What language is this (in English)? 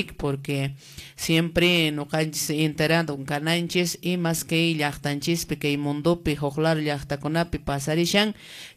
Quechua